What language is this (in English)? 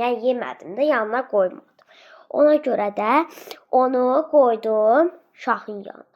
Azerbaijani